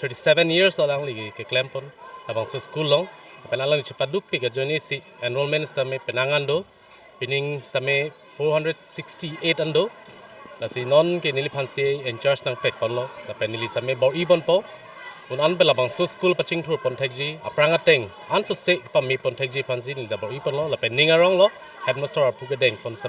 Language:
Karbi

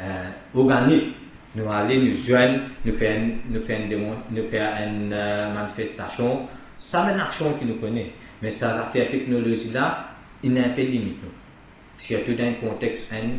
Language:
Morisyen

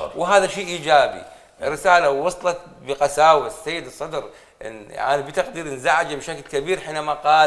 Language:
Mesopotamian Arabic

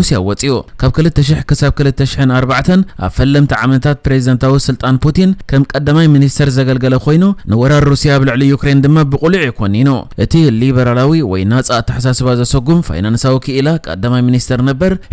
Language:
Tigrinya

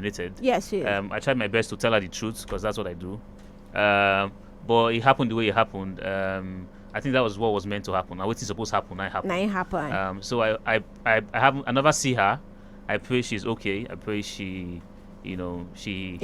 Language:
Nigerian Pidgin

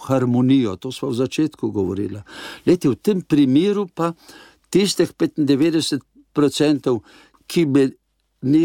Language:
Slovenian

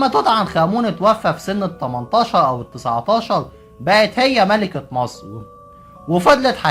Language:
Egyptian Arabic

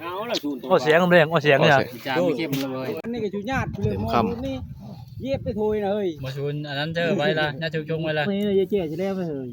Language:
Northeastern Thai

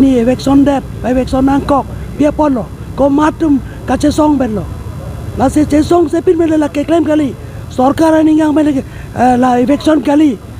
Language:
Karbi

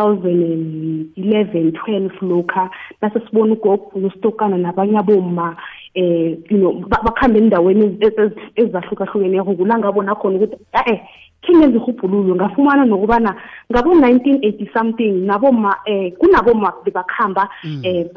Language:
South Ndebele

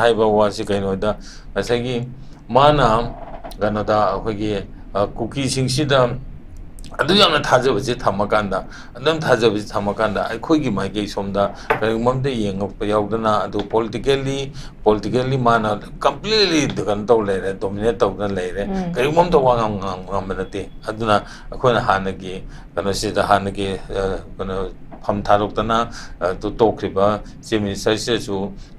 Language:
Manipuri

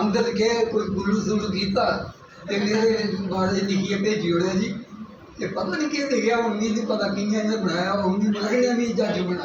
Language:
Dogri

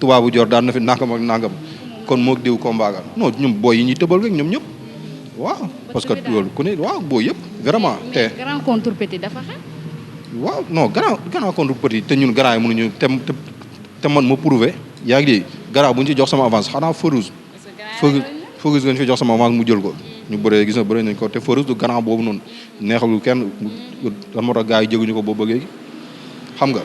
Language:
Wolof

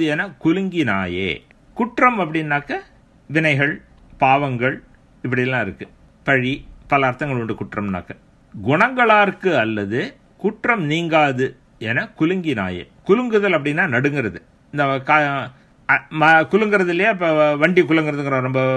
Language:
Tamil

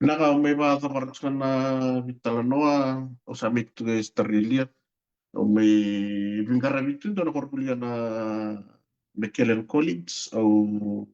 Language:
Fijian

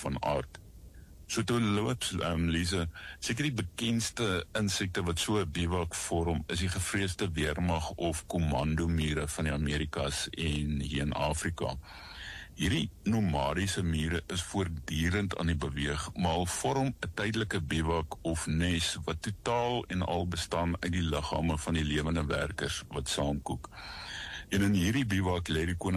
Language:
Afrikaans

